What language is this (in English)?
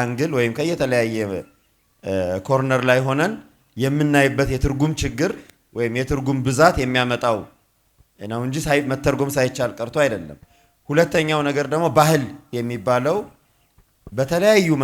Amharic